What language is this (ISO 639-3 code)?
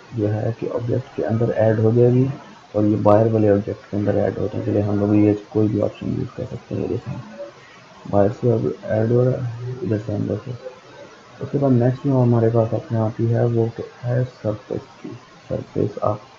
hin